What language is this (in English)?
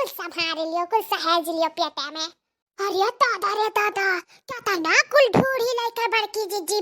Awadhi